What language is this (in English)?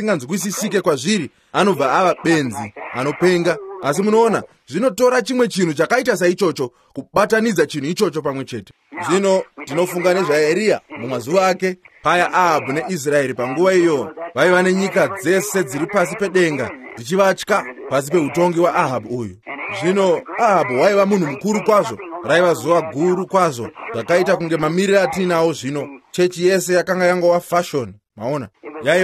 Shona